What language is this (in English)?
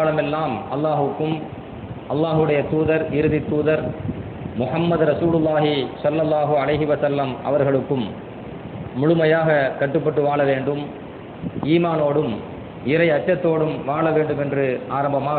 Tamil